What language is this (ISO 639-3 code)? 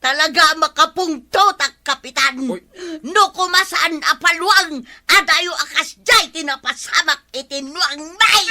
ilo